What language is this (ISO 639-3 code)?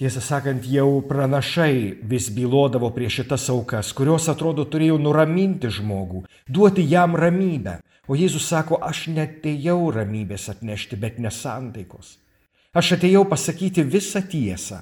lit